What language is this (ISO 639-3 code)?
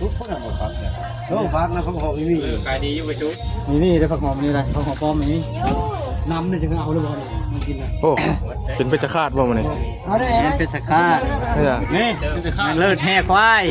tts